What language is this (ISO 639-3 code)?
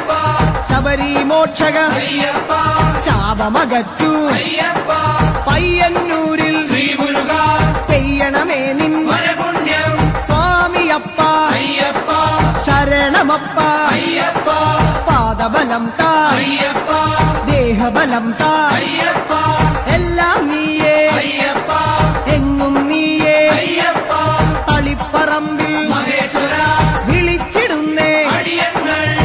mal